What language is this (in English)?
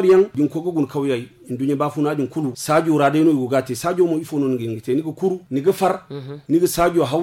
Zarma